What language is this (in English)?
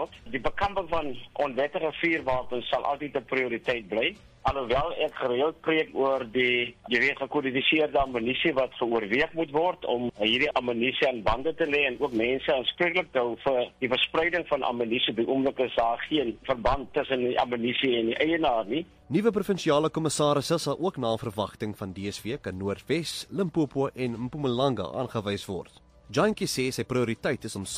Afrikaans